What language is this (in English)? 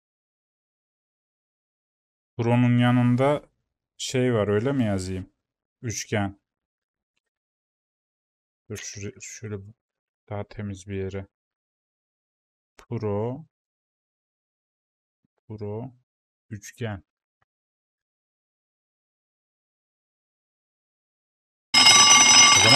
Turkish